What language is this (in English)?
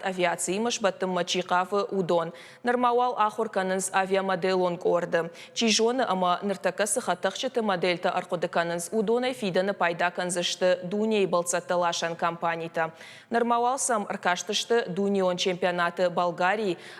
Ossetic